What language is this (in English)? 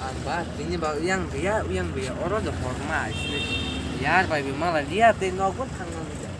Kok Borok